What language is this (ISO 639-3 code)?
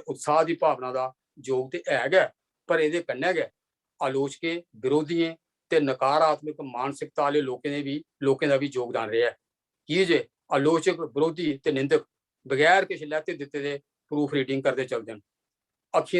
doi